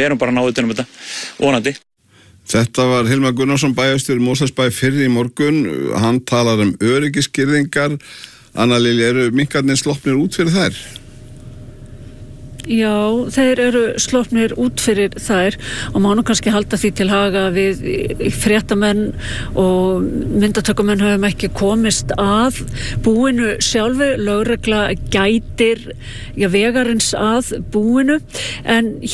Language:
Icelandic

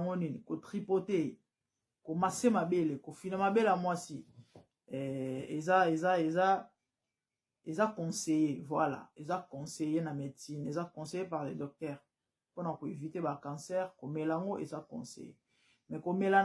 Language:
Lingala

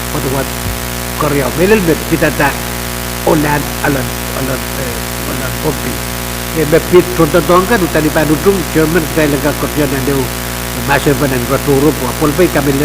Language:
Pohnpeian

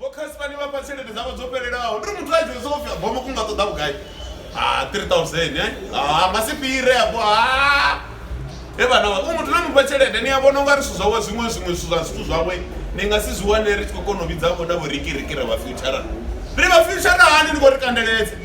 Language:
Venda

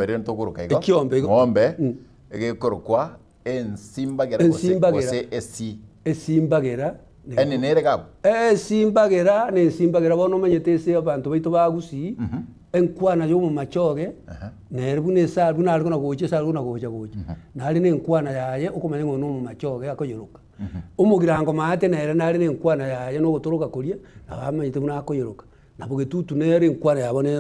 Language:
Gusii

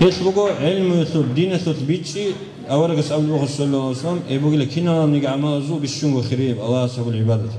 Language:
Avaric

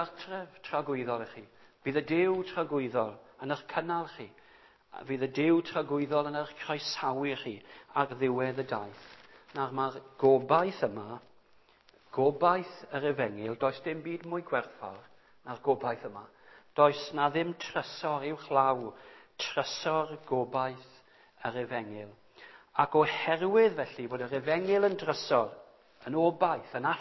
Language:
Welsh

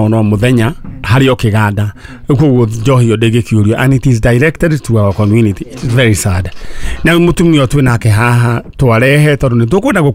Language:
Kikuyu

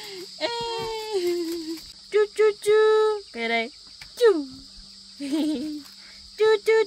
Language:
Vietnamese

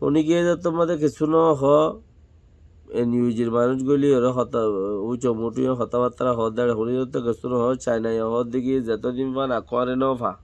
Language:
Rohingya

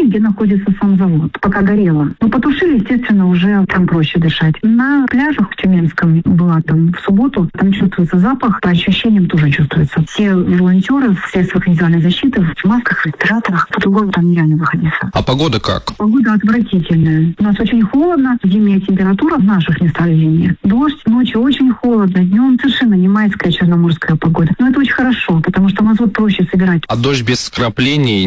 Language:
Russian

